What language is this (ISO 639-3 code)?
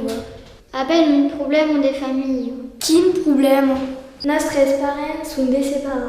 oci